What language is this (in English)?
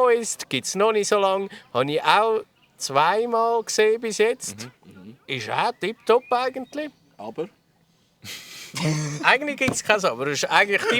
Swiss German